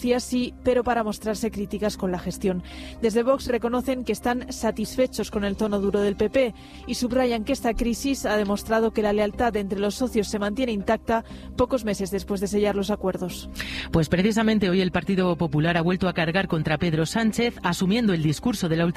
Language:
Spanish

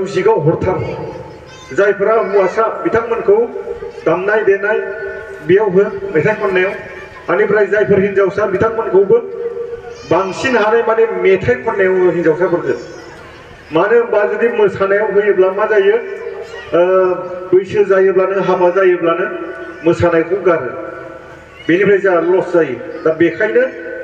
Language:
Bodo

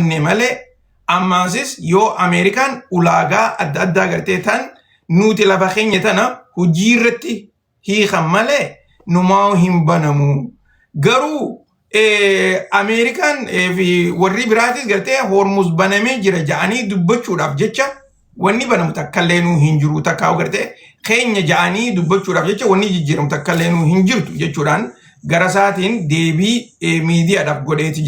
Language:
Oromo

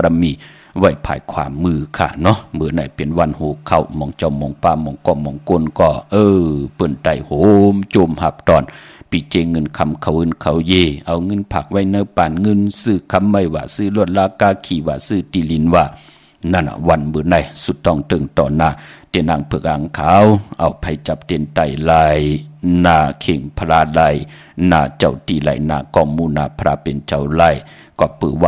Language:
Shan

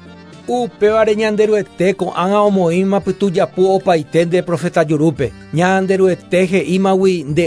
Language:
Guarani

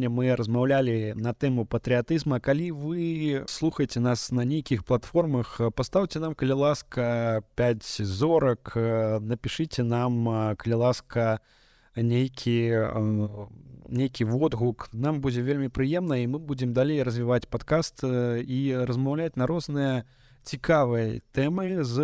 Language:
Belarusian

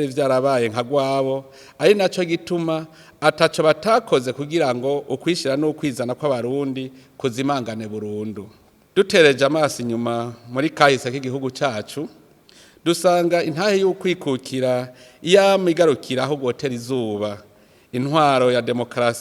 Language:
Rundi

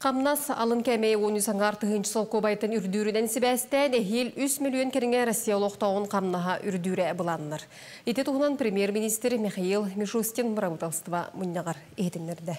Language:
Yakut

